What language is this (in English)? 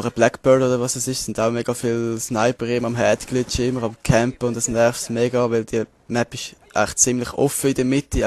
Swiss German